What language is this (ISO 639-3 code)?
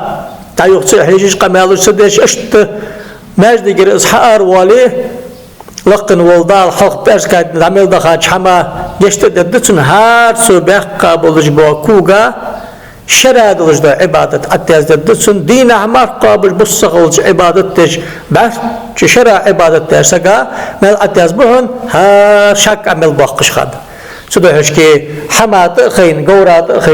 inh